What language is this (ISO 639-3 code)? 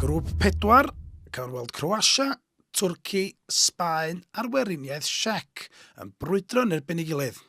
cym